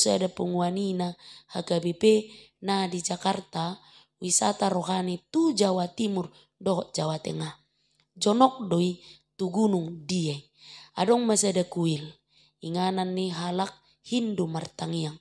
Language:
Batak Toba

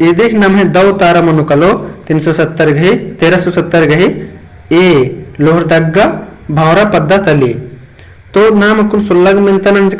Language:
Kurukh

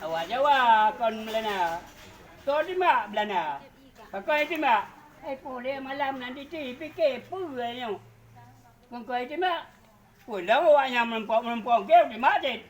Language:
Achinese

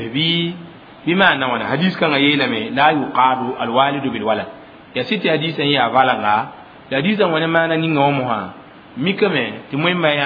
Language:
Mossi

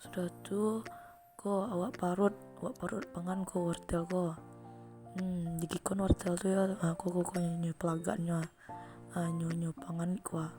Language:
Minangkabau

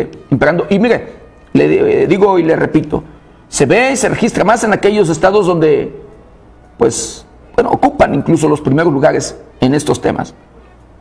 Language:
Spanish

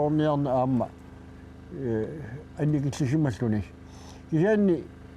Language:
Kalaallisut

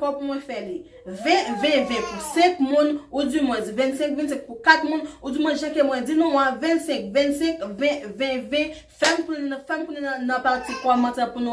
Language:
Haitian Creole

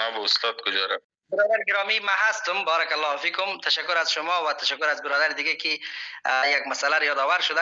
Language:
Persian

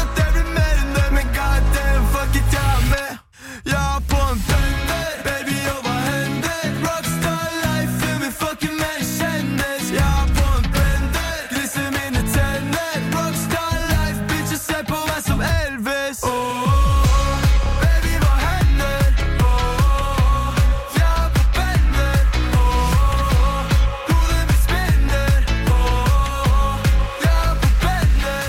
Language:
Norwegian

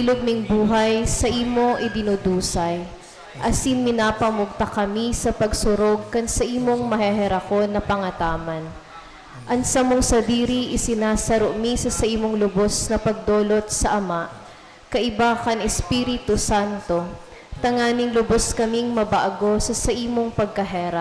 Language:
Bikol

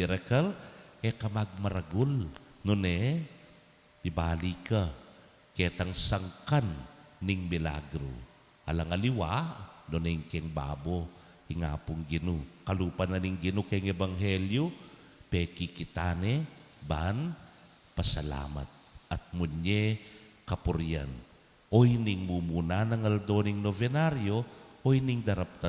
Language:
Pampanga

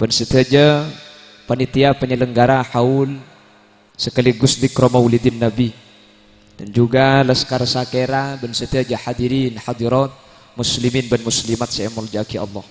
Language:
Madurese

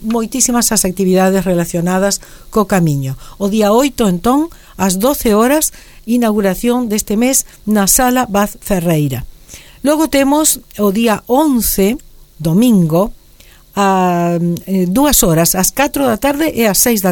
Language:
Galician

